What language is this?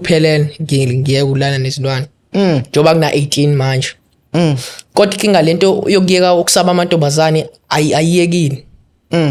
Zulu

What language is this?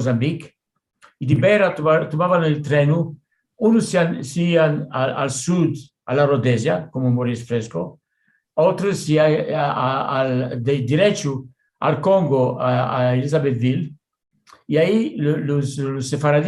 Ladino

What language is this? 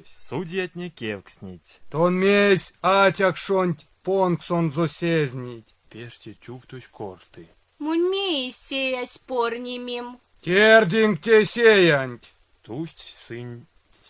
Erzya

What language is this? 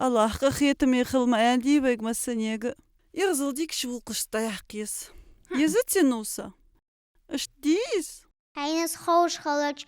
Ingush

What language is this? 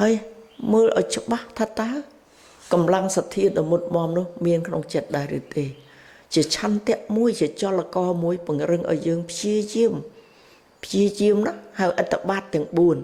Khmer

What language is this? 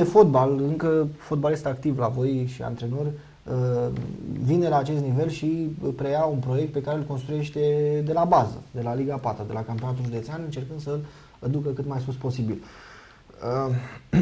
Romanian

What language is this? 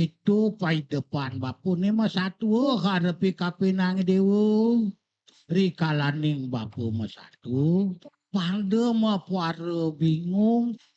Balinese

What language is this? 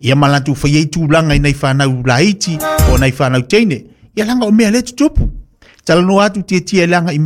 Samoan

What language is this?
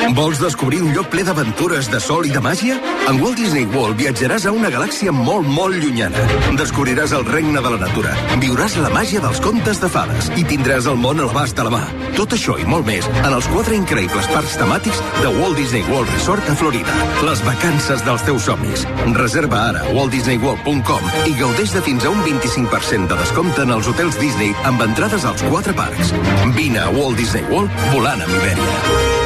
Catalan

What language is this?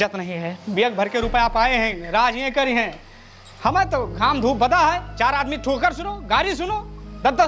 Awadhi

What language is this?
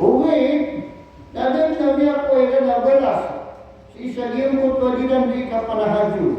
Maranao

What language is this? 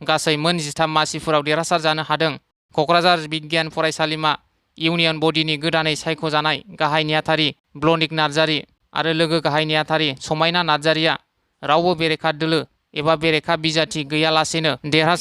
Bodo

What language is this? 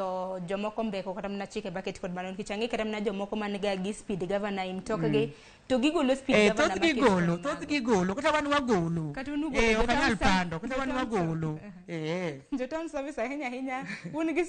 Luo (Kenya and Tanzania)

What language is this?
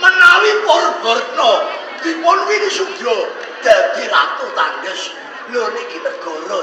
Javanese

